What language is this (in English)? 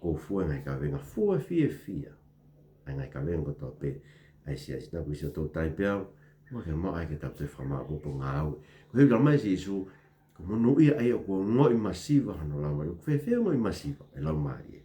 Tongan